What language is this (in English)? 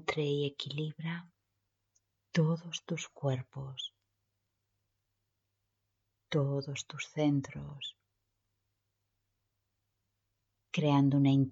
Spanish